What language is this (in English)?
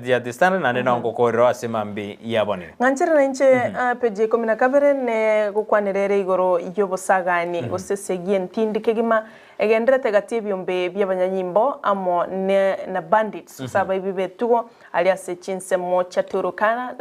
Gusii